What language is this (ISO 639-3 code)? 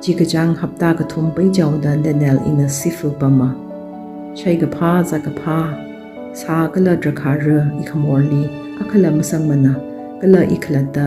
nmf